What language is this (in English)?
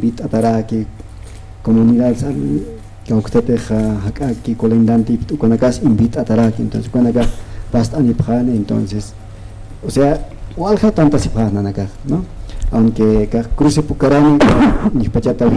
Aymara